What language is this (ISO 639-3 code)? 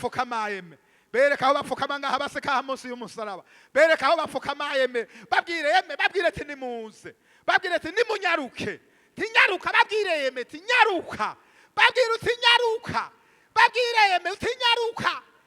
run